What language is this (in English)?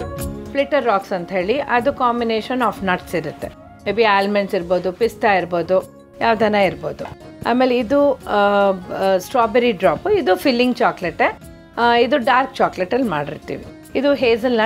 Kannada